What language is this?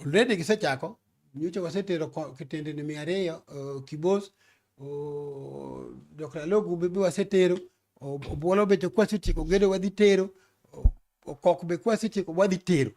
Luo (Kenya and Tanzania)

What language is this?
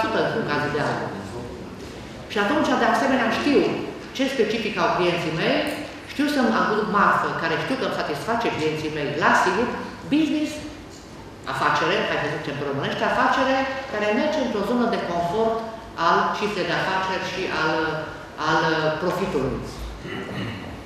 Romanian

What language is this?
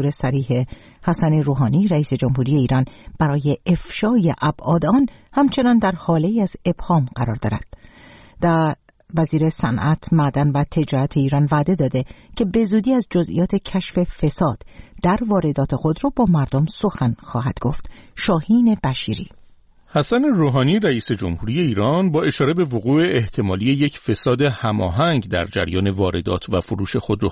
Persian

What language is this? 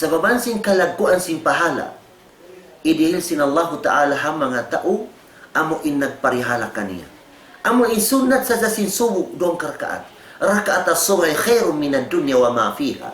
Tausug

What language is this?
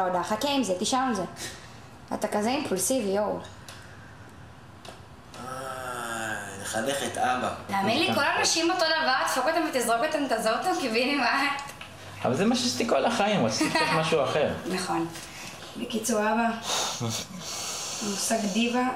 Hebrew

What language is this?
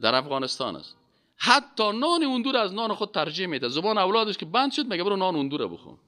Persian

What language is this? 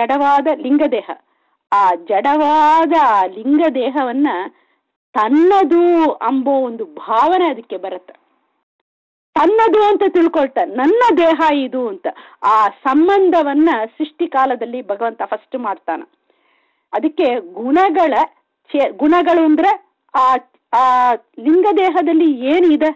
Kannada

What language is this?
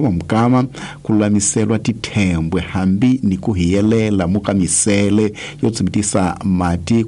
Tsonga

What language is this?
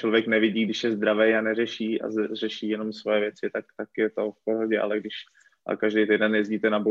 Czech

